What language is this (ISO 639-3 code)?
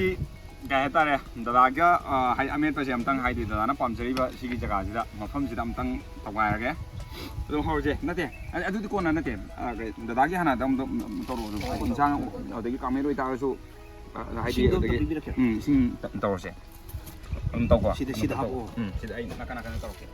mni